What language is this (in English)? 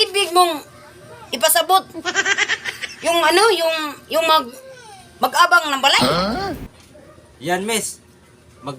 Cebuano